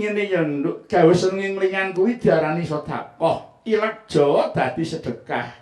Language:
Javanese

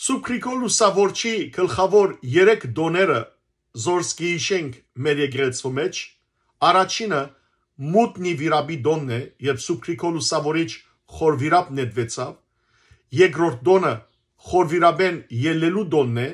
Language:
Western Armenian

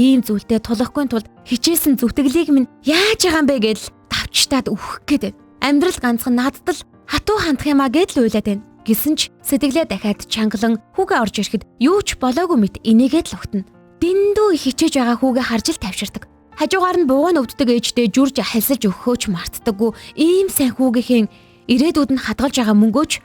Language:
Mongolian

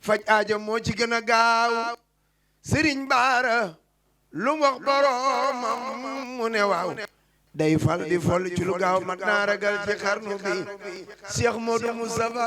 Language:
Wolof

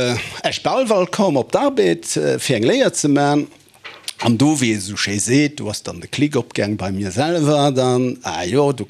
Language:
Luxembourgish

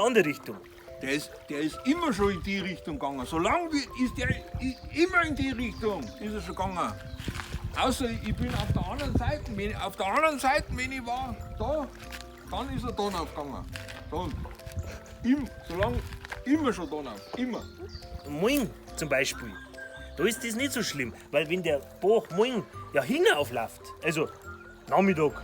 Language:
Bavarian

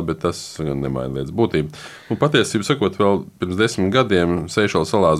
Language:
Latvian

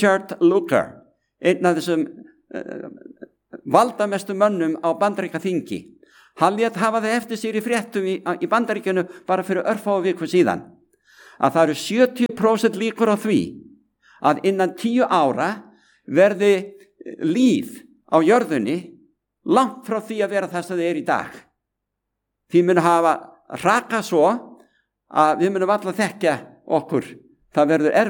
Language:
Icelandic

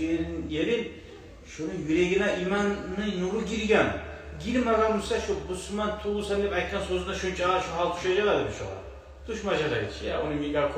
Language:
Kumyk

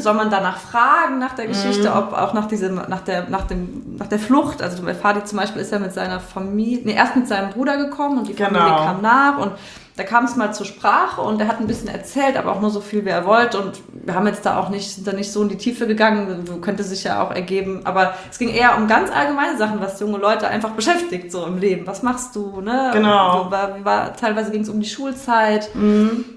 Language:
German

